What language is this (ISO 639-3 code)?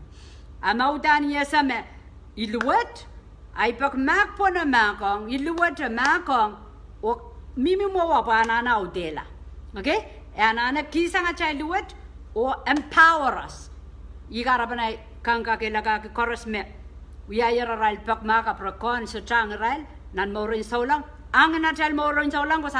pon